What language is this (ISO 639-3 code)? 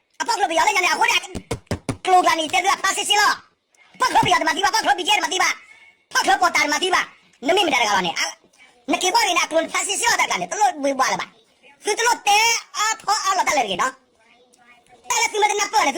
ksw